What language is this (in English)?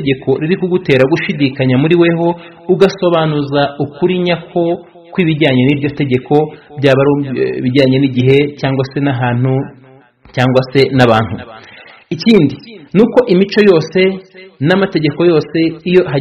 Kinyarwanda